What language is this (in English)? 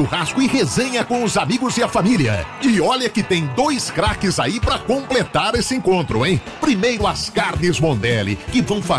Portuguese